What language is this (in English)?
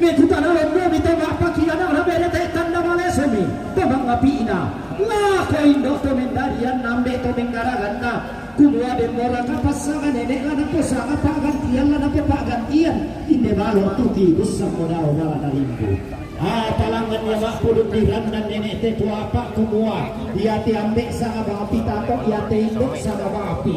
Toraja-Sa'dan